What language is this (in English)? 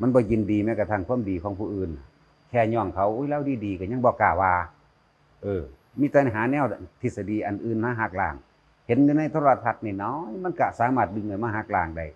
Northeastern Thai